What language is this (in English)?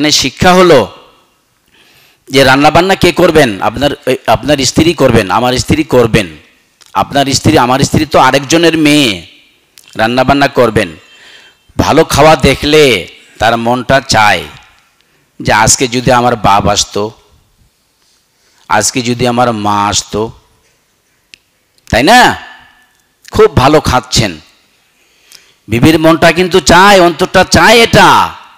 Bangla